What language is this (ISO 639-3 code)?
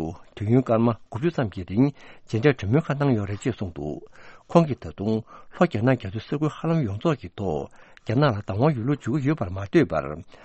bod